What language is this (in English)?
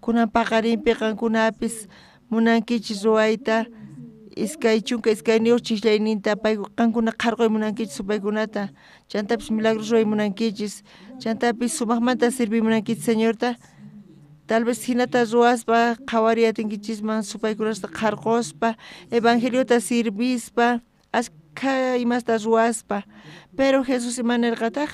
South Bolivian Quechua